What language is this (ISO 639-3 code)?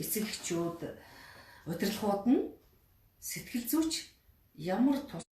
mon